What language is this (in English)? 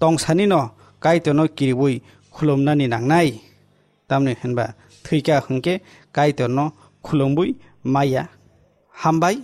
Kok Borok